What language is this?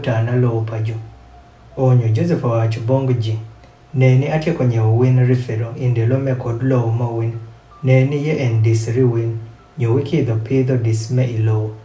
Adhola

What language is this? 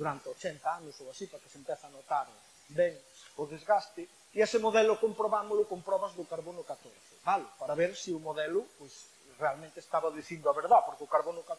Galician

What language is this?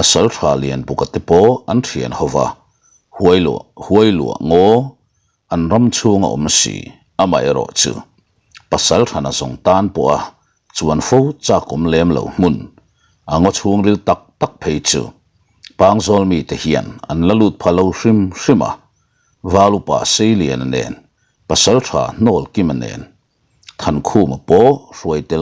Mizo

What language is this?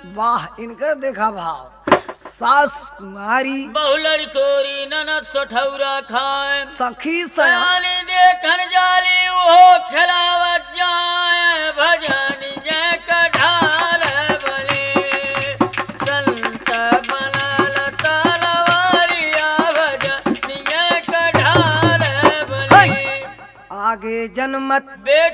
Bhojpuri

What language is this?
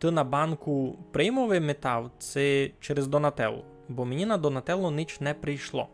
Rusyn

